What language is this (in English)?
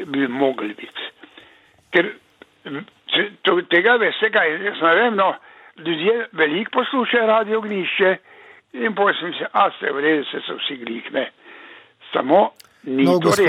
Slovenian